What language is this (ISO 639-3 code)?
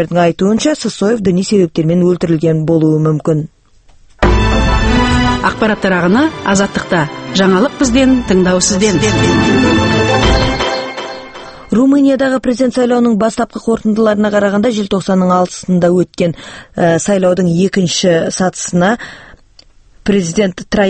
kaz